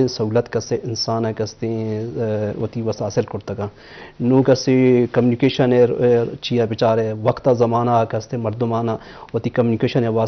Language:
Eastern Balochi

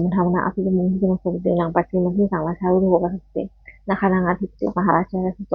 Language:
Pali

